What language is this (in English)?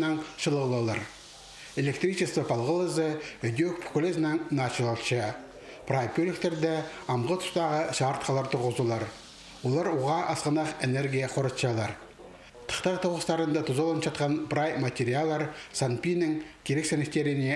Khakas